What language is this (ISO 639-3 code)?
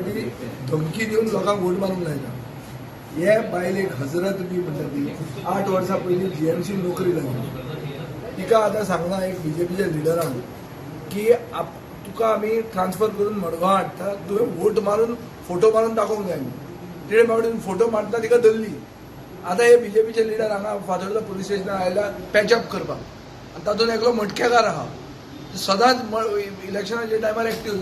kok